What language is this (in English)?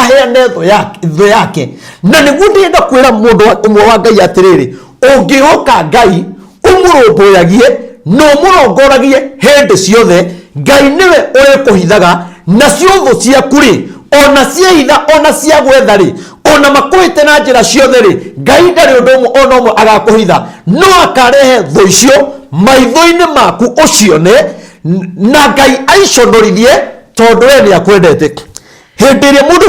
Kikuyu